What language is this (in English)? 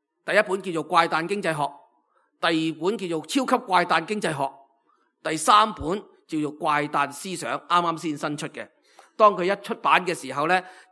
Cantonese